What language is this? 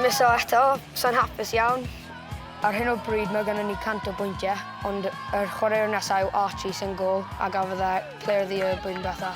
Welsh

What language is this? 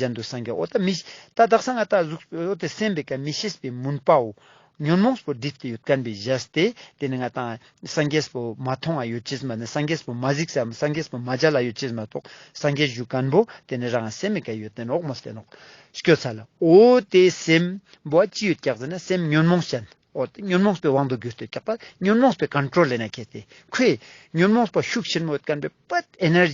Ladakhi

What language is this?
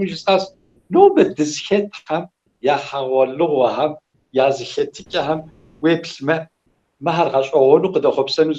Kabardian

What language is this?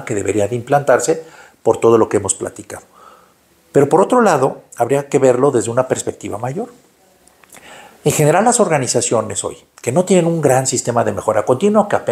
Spanish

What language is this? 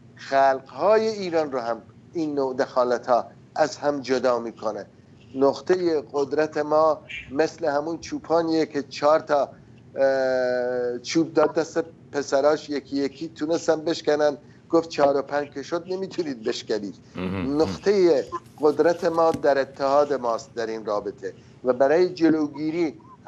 Persian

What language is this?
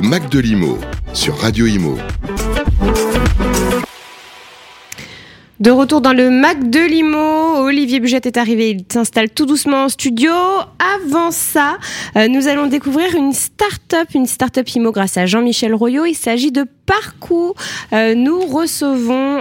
French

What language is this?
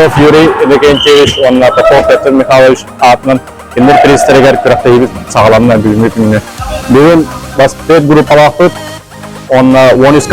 Yakut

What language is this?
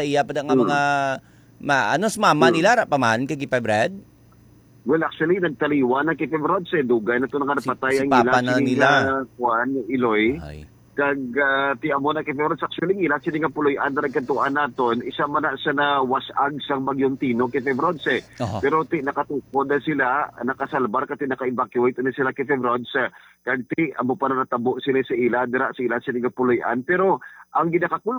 Hiligaynon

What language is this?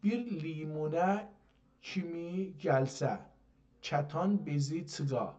South Azerbaijani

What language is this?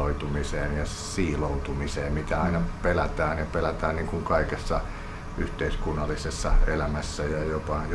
Finnish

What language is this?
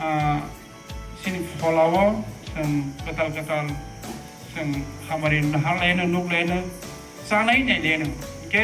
Kok Borok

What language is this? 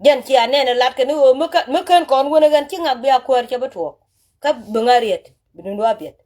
Nuer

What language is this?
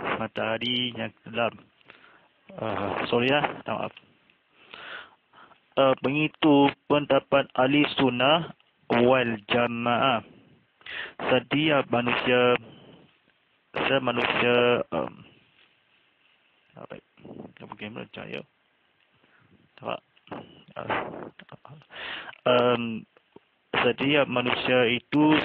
Malay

